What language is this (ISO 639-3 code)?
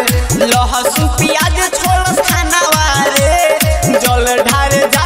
bho